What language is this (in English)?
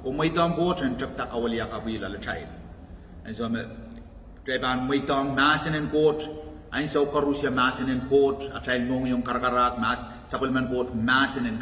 Pohnpeian